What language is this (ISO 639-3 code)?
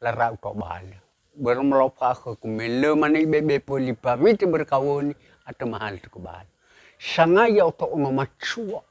nia